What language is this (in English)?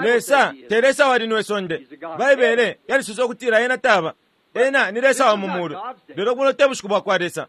Bemba